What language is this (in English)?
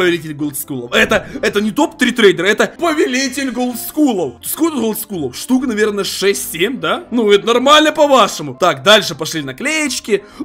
Russian